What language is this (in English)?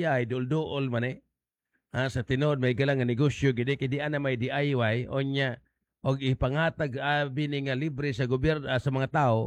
Cebuano